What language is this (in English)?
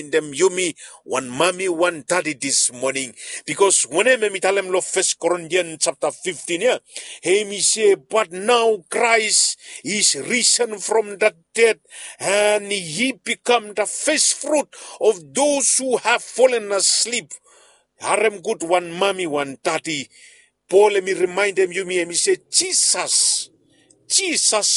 Bislama